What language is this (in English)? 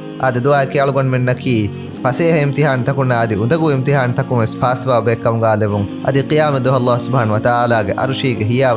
Divehi